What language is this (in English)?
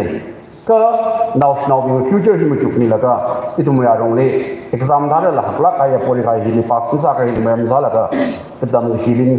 Tangkhul Naga (India)